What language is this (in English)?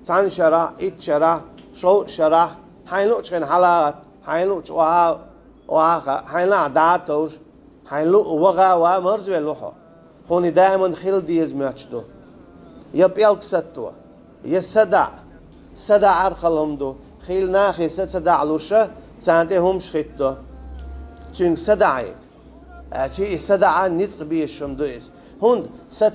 Chechen